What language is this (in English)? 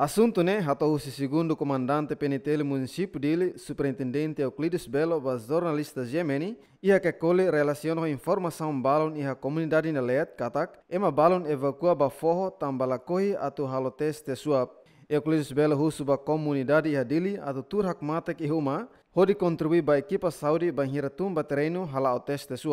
Tetum